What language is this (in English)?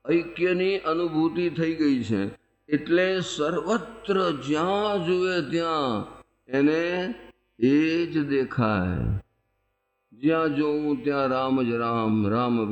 Gujarati